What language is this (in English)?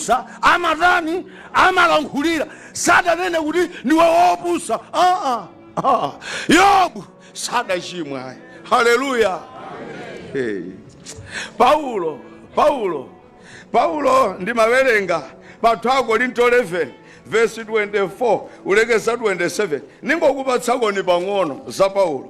Nyanja